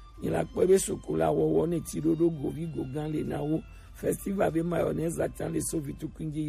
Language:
Gen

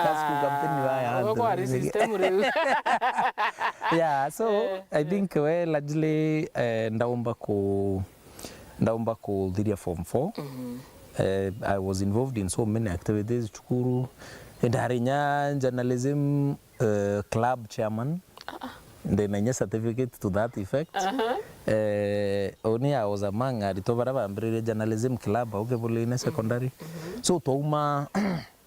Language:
Meru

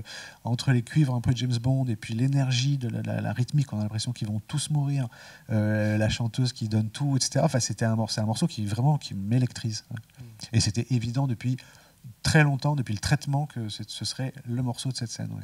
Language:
French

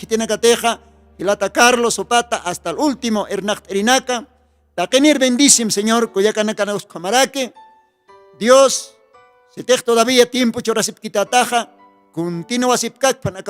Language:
Aymara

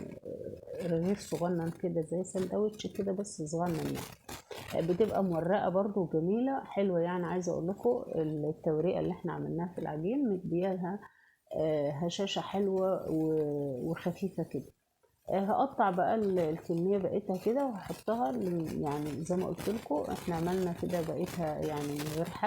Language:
Egyptian Arabic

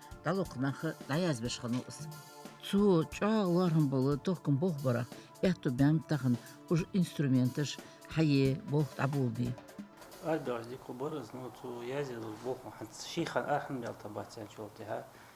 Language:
Ingush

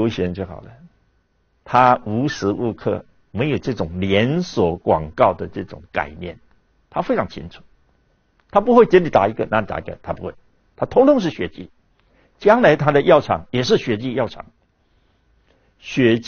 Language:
Chinese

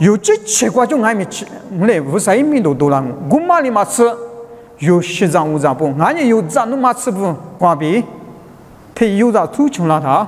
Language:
Lisu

